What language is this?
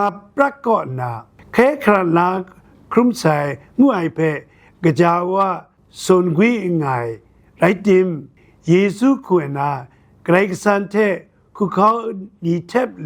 Kachin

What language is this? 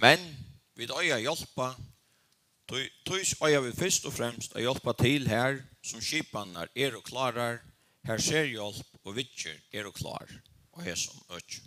Faroese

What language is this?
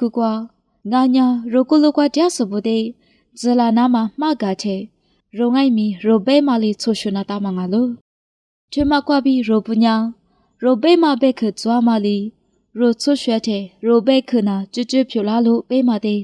Lisu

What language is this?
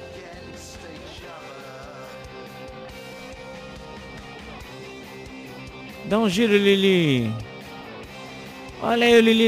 Portuguese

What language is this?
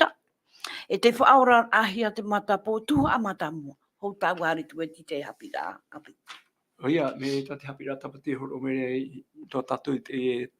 Tahitian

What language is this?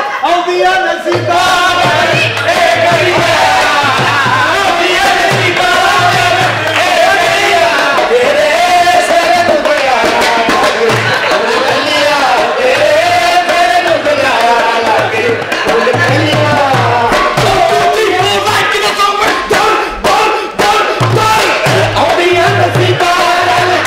Punjabi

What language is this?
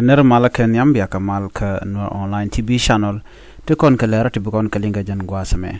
Nuer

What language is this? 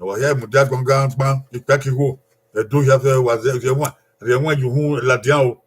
Bini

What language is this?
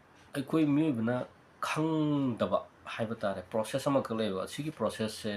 Manipuri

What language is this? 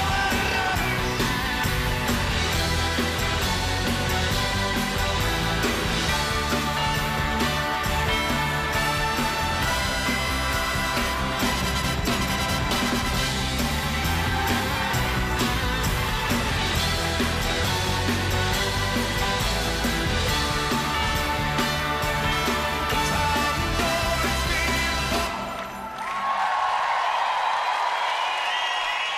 Dutch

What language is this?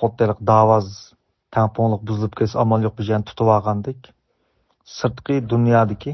Uyghur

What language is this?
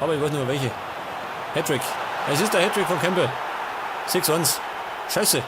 Bavarian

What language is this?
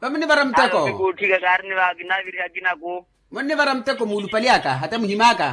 Makhuwa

